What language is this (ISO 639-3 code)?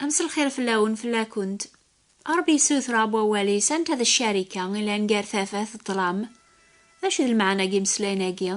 kab